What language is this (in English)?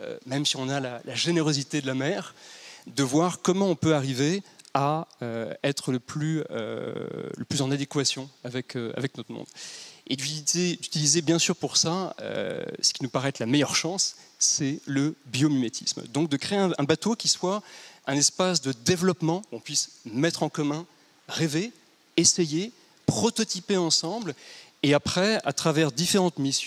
French